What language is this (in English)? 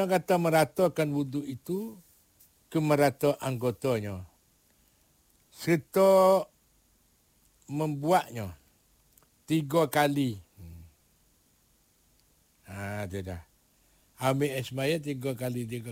Malay